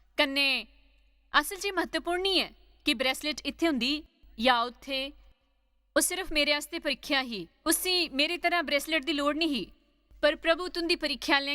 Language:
Dogri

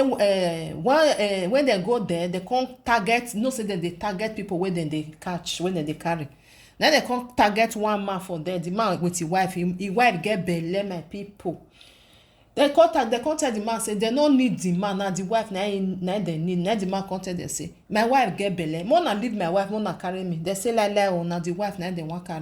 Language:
Nigerian Pidgin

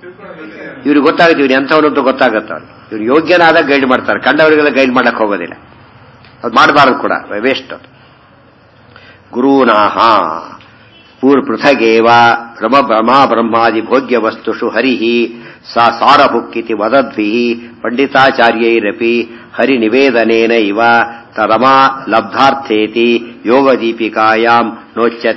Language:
Kannada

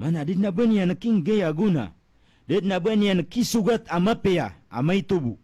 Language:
Maranao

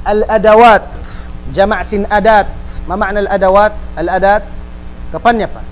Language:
Tausug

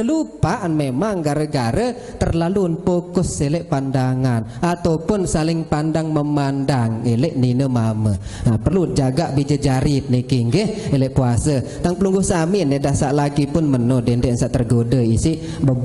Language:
Sasak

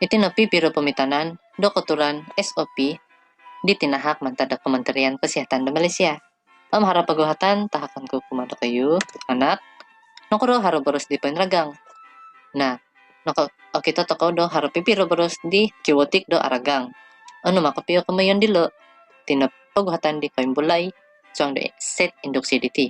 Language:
Central Dusun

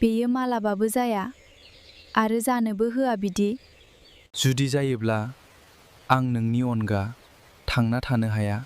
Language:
Bodo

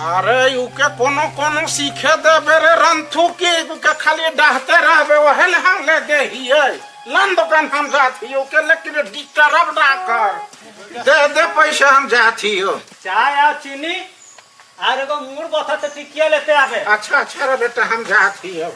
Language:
Sadri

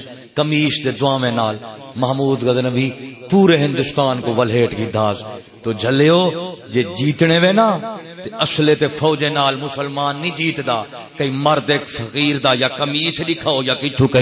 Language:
Saraiki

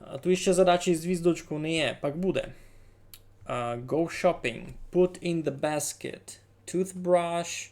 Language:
Rusyn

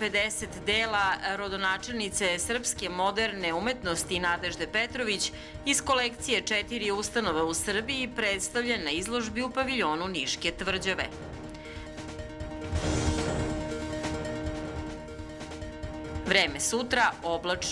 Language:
Serbian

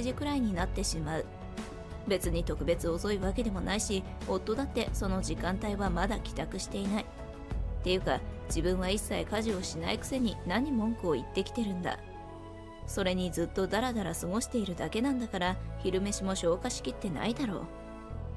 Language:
Japanese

